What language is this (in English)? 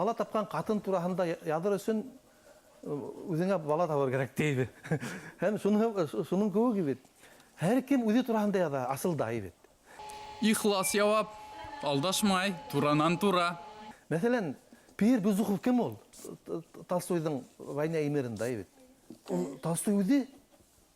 Bashkir